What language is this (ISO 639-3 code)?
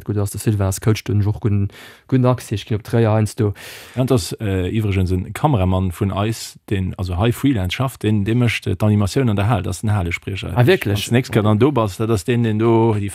ltz